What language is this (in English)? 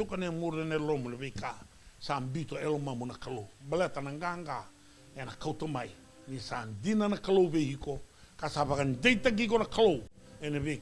Fijian